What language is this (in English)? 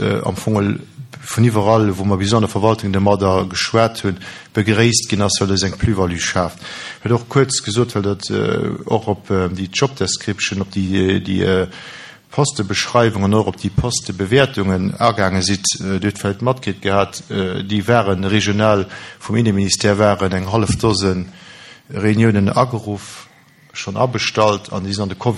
Luxembourgish